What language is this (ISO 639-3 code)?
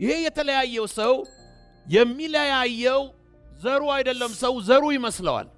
amh